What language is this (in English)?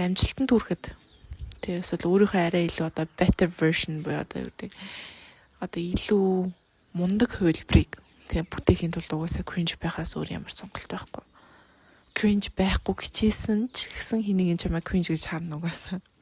Mongolian